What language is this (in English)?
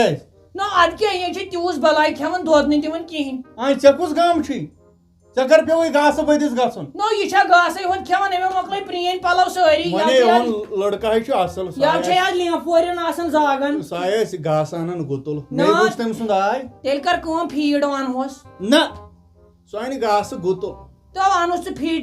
Kashmiri